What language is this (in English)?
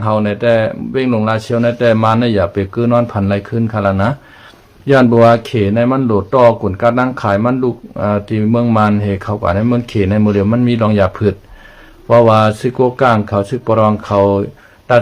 Shan